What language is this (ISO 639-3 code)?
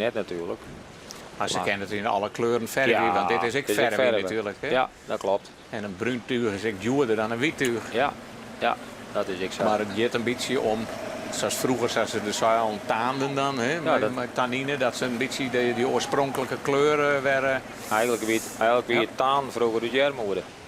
fry